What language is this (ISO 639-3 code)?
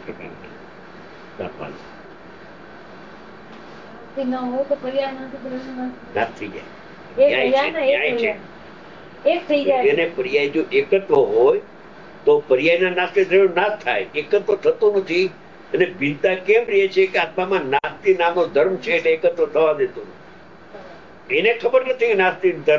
guj